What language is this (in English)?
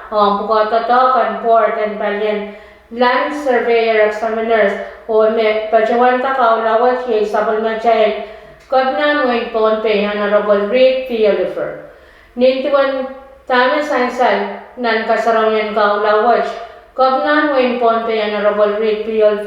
Pohnpeian